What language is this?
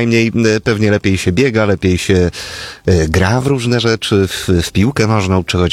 Polish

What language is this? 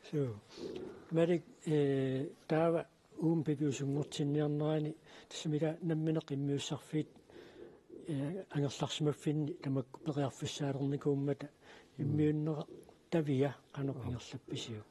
Kalaallisut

